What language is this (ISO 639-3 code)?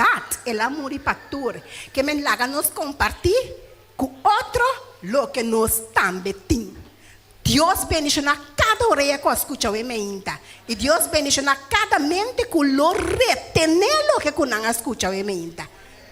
pap